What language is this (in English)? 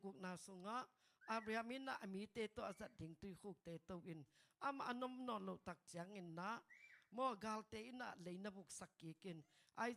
Tedim Chin